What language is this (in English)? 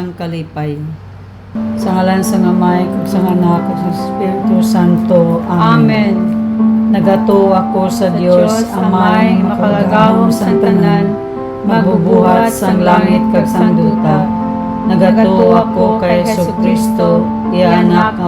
Hiligaynon